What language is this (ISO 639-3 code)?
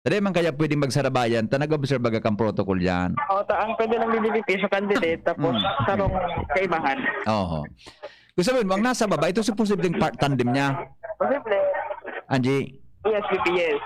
bik